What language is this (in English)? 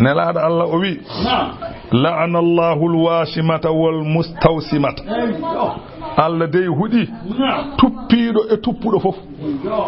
Fula